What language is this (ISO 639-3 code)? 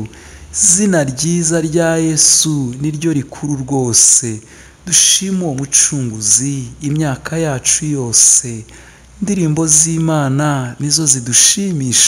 kin